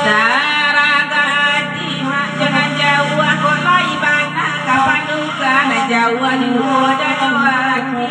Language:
Minangkabau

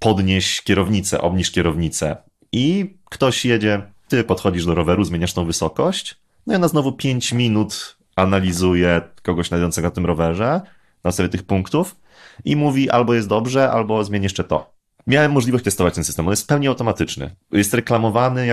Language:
Polish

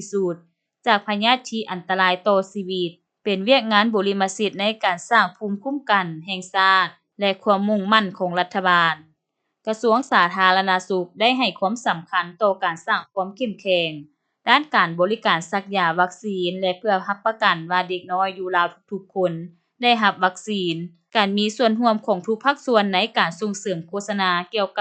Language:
Lao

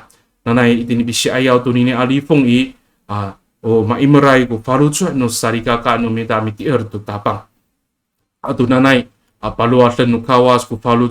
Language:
Amis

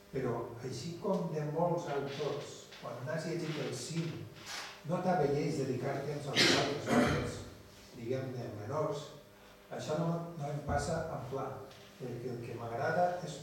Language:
Catalan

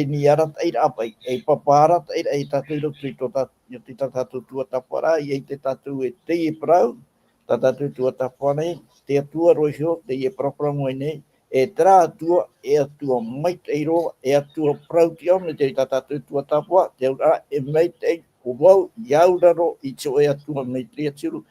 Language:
Tahitian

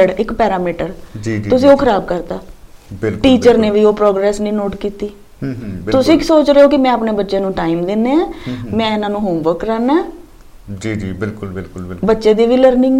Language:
Punjabi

